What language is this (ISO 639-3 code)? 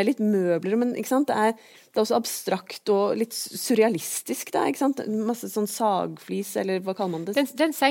nor